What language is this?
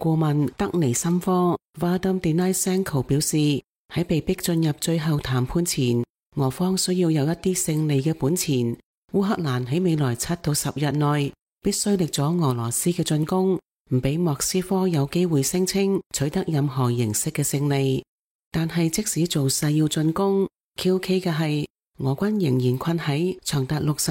Cantonese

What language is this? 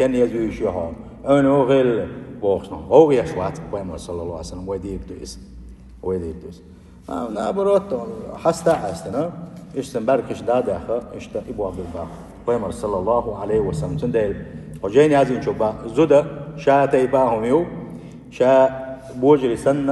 Chechen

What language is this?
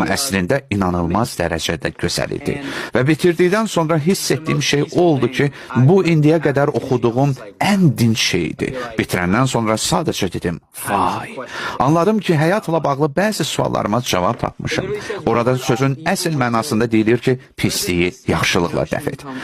Azerbaijani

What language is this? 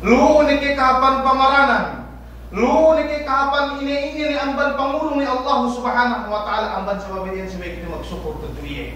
Yakan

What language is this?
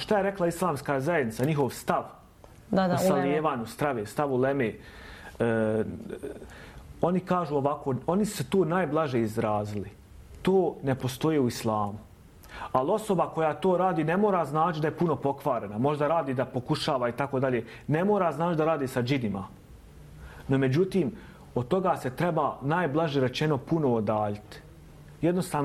Bosnian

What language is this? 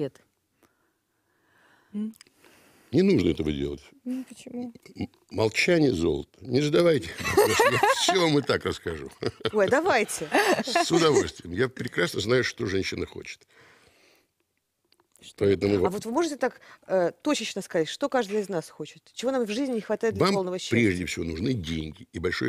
Russian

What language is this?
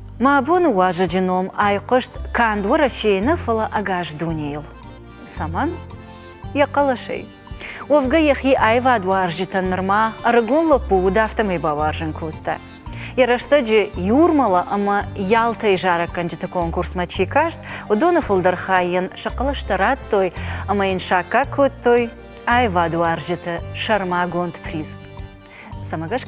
Ossetic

